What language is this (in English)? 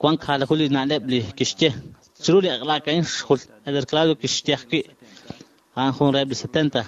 Kekchí